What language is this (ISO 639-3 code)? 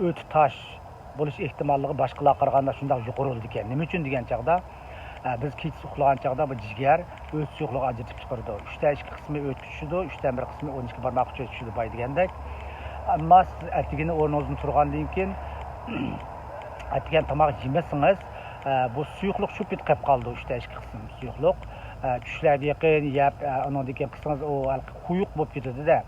uig